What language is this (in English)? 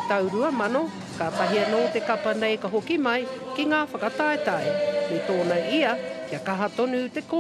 Māori